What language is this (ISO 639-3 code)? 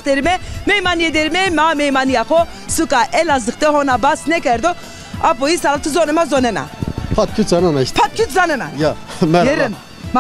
zza